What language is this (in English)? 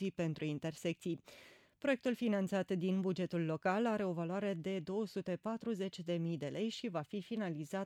Romanian